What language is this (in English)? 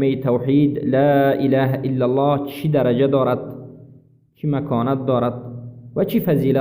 Persian